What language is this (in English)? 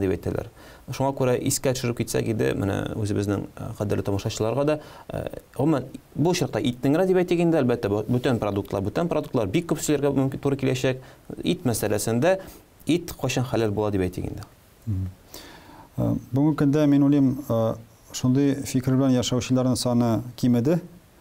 Tatar